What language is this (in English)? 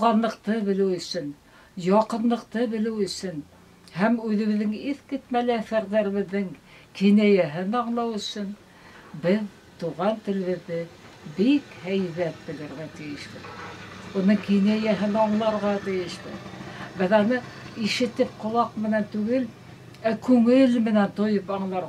Bashkir